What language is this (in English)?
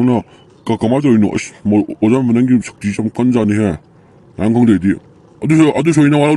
Manipuri